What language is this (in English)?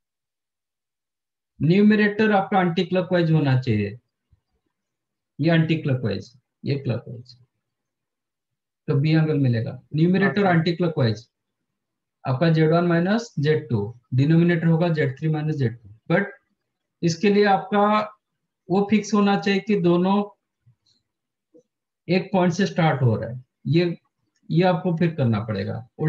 Hindi